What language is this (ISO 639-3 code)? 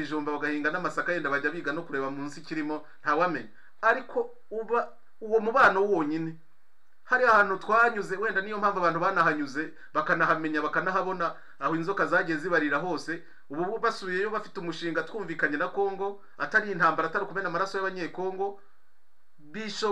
kin